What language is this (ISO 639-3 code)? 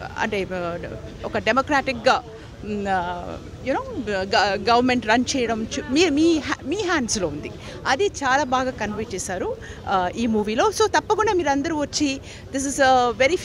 tel